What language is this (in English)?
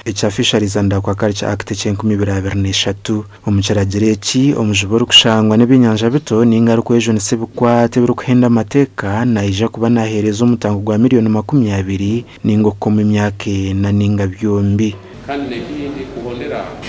Nyankole